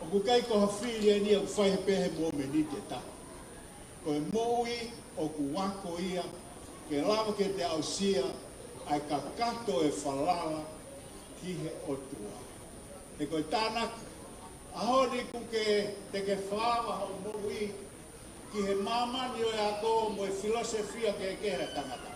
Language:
Tongan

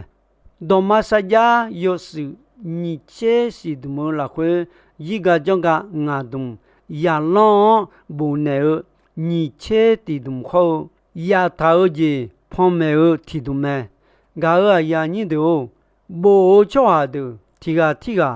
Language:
Akha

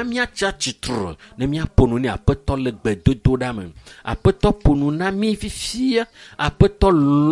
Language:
Ewe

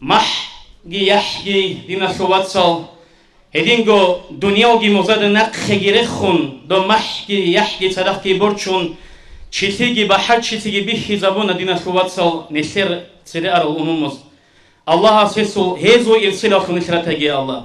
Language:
Avaric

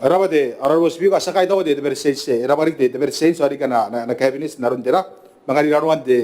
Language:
Gilbertese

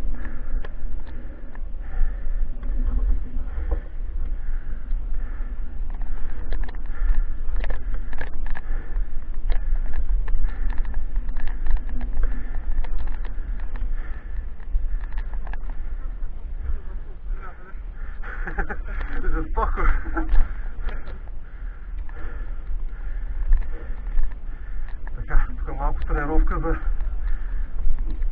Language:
Bulgarian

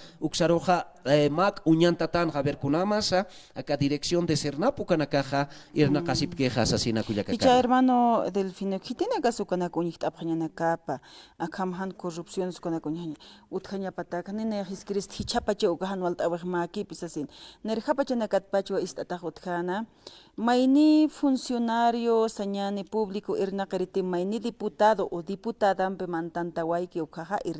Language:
Aymara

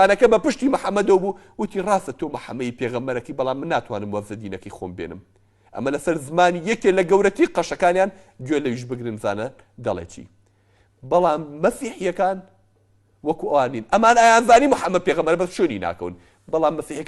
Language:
Central Kurdish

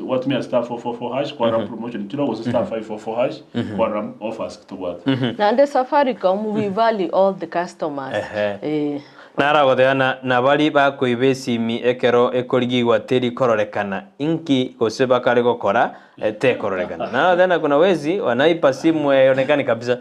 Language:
Gusii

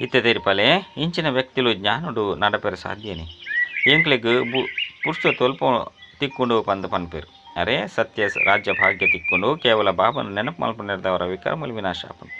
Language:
Tulu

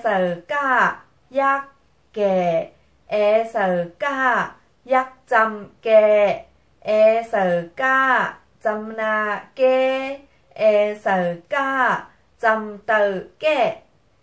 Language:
Shan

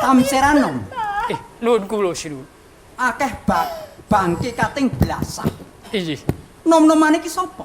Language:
Javanese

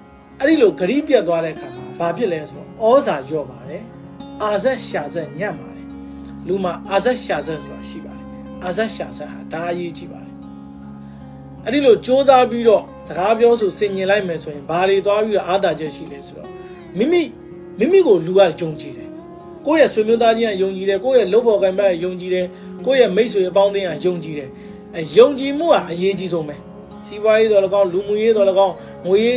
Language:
Burmese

